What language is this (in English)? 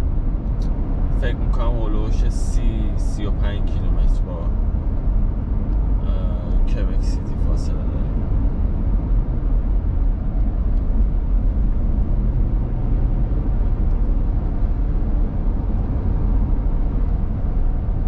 Persian